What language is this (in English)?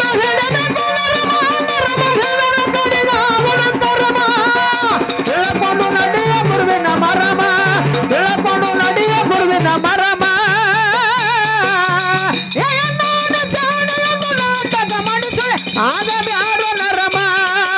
Kannada